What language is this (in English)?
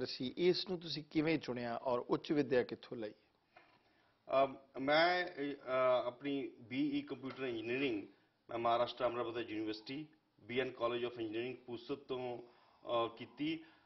Punjabi